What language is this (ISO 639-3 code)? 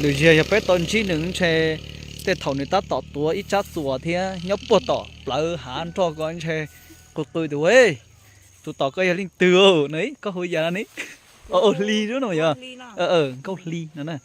hmn